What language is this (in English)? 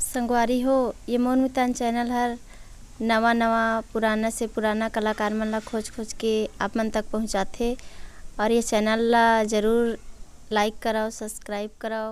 Chhattisgarhi